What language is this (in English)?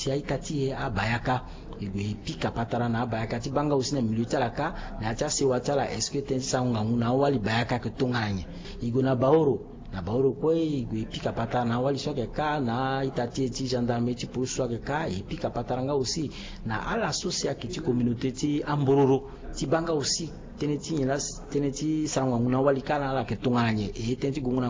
Sango